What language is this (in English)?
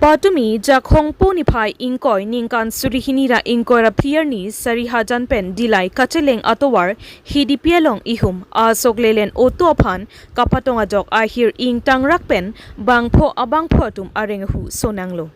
Karbi